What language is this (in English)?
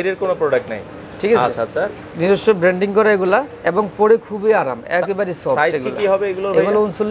Bangla